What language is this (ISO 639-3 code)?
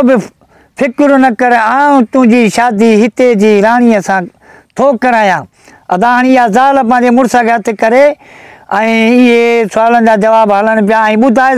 snd